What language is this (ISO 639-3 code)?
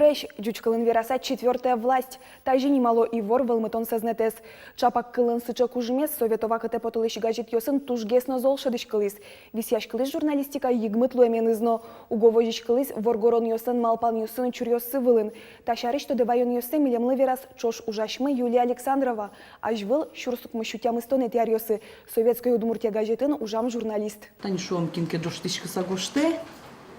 udm